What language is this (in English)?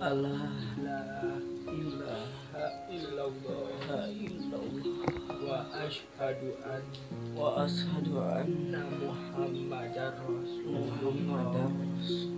Sundanese